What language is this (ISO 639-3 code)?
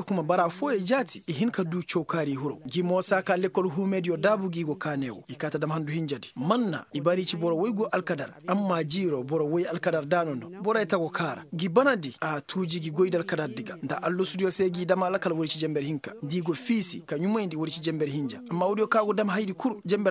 ses